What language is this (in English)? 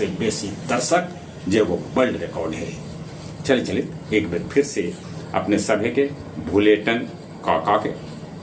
Magahi